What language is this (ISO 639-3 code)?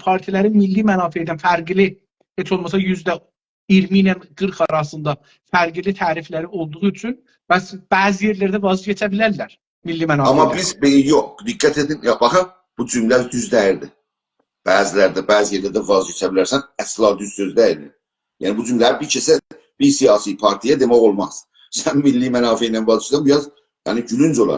azb